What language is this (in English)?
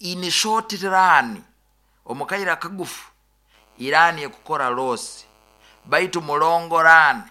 Nyoro